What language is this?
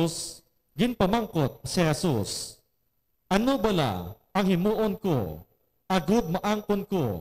Hiligaynon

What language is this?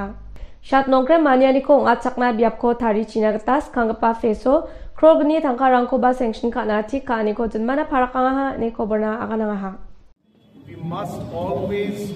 Garo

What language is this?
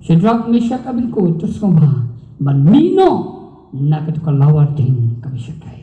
Khasi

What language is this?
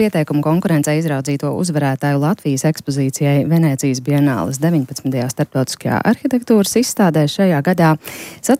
Latvian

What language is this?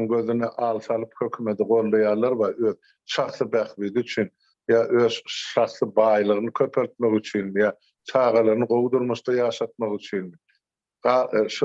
Turkmen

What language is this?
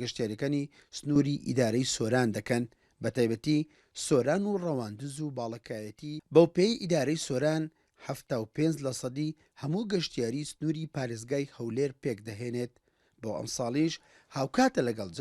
Central Kurdish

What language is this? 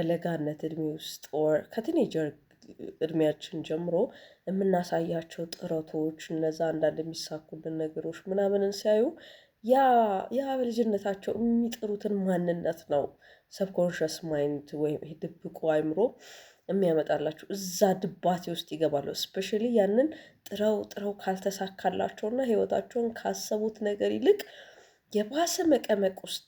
Amharic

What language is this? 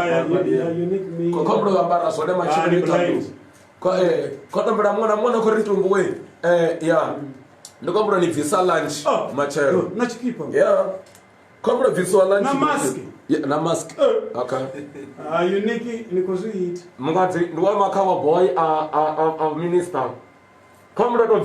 Venda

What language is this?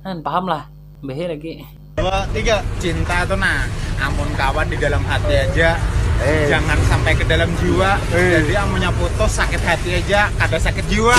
Banjar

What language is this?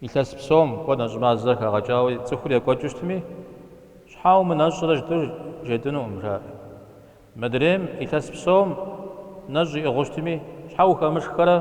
Kabardian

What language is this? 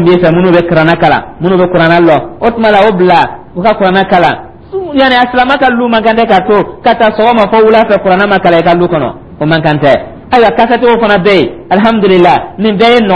Dyula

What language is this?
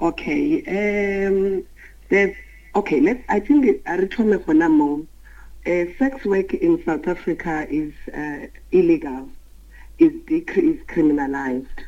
Northern Sotho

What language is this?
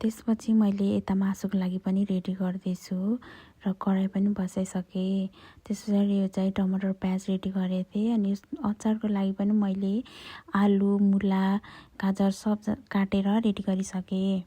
Nepali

